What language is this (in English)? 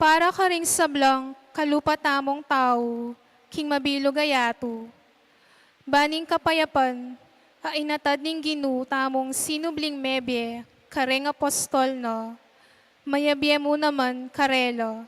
Pampanga